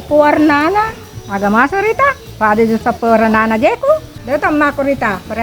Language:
Buginese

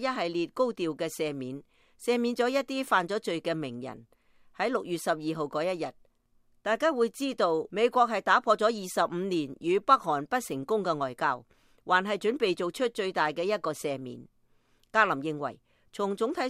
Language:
Cantonese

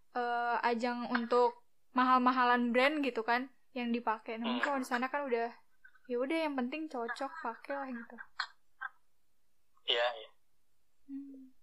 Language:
Indonesian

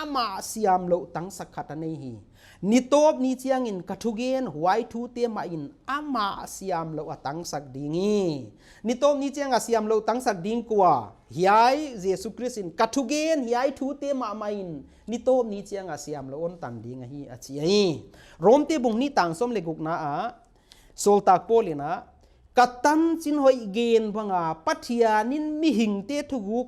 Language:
Paite Chin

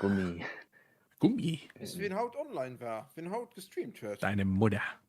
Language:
Luxembourgish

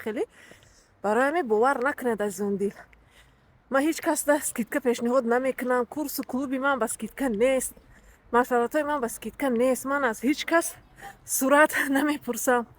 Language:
Tajik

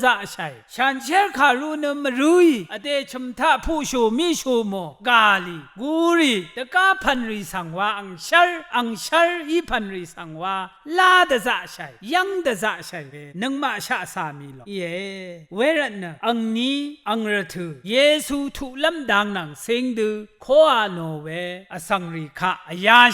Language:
Rawang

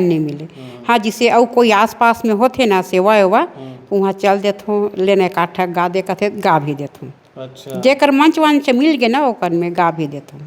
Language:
Chhattisgarhi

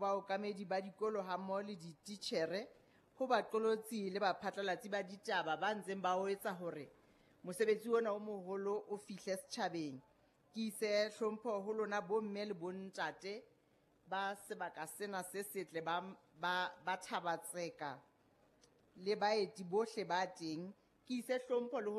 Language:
Southern Sotho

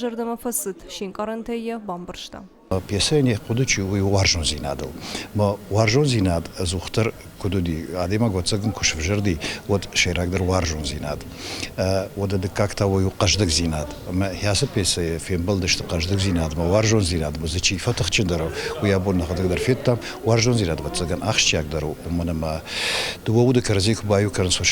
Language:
Ossetic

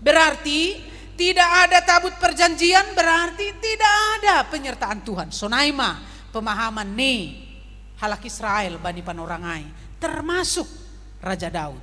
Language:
Batak Simalungun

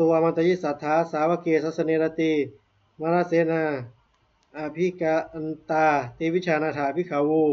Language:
Pali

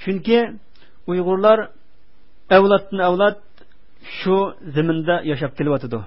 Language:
Uyghur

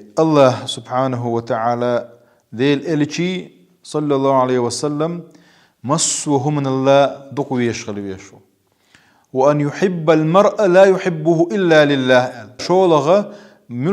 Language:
Chechen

